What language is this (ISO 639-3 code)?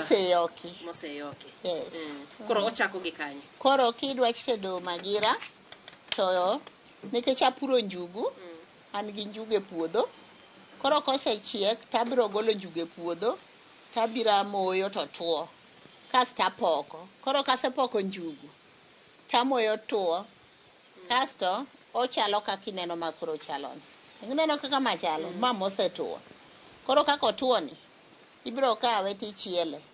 luo